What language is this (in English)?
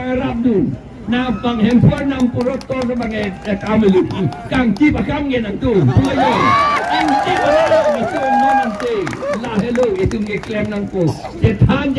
Karbi